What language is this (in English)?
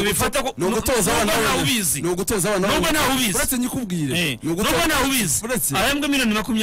Kinyarwanda